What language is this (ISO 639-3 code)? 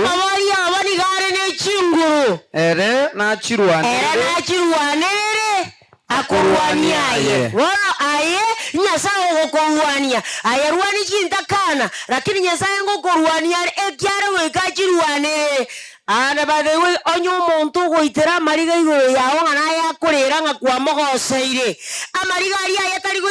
guz